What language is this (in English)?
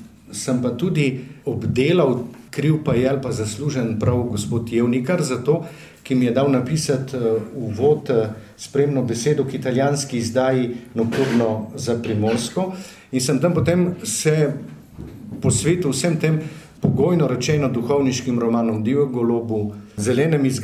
Slovenian